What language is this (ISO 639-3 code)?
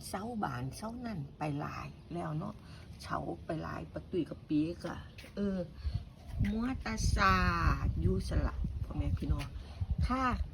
tts